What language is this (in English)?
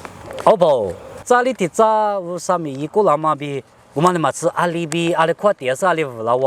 Lisu